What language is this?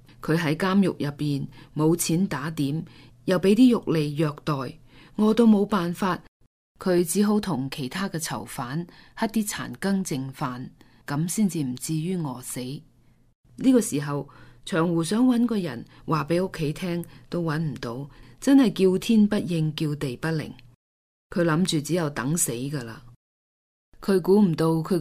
Cantonese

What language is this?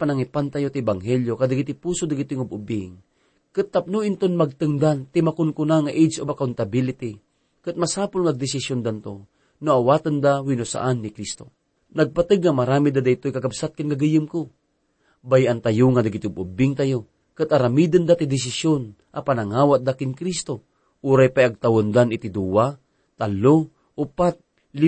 Iloko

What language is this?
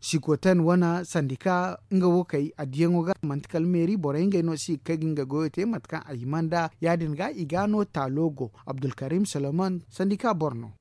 Zarma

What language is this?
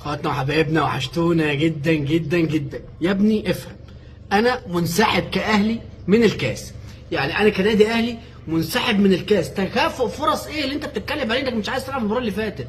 Egyptian Arabic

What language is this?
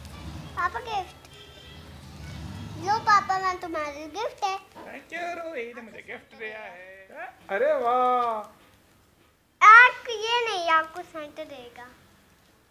Hindi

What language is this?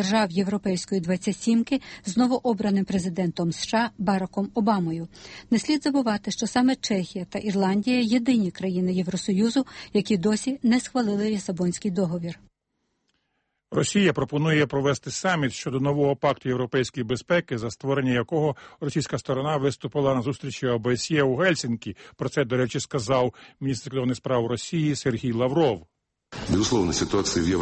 Ukrainian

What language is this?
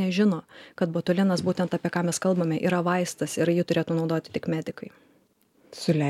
Lithuanian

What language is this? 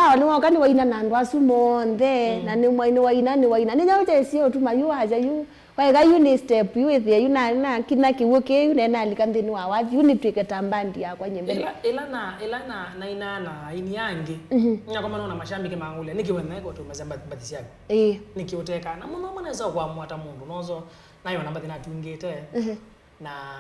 Kamba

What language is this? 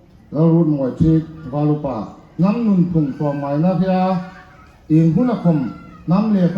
Hmar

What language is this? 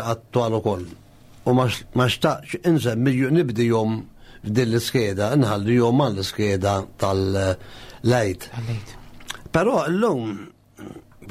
Maltese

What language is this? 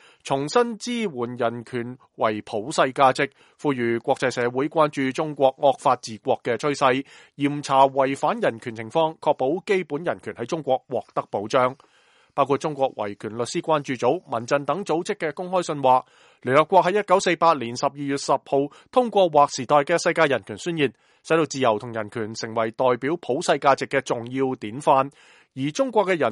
Cantonese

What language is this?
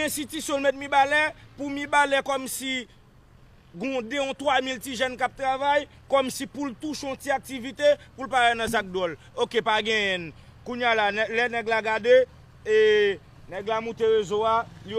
Haitian Creole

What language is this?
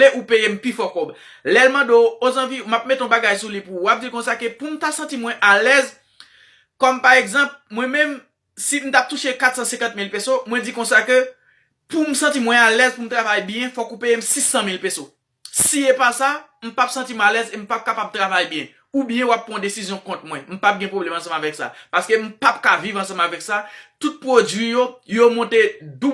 Haitian Creole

